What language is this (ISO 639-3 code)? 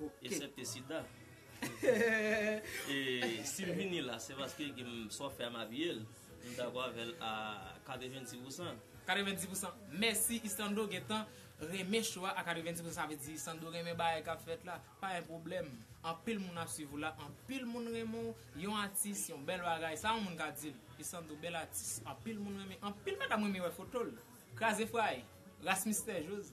hat